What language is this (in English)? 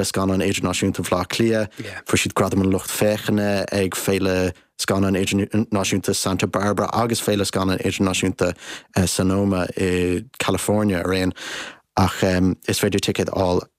Irish